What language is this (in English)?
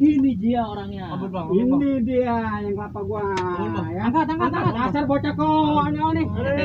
Betawi